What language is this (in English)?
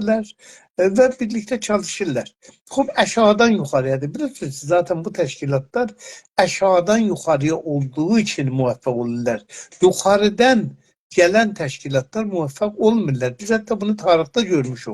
South Azerbaijani